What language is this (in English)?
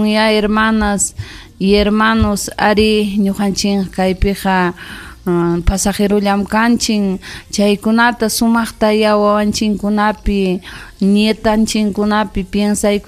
Ayacucho Quechua